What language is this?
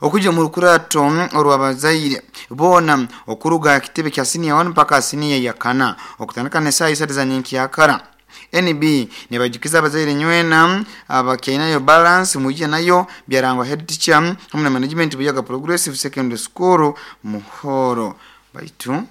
Nyoro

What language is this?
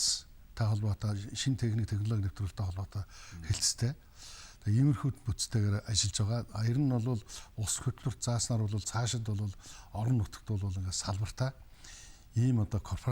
Mongolian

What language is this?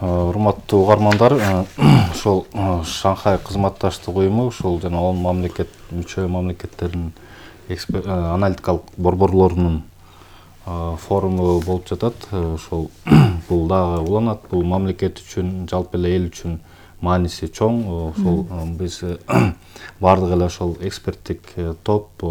Kyrgyz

